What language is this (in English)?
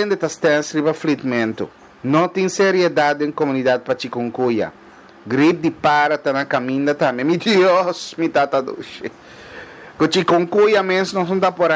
Papiamento